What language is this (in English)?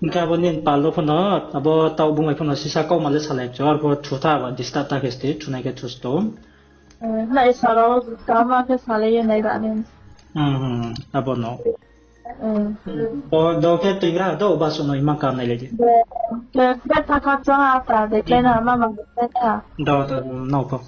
Riang (India)